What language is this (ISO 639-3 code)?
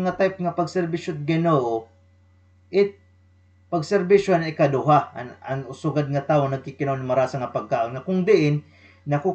war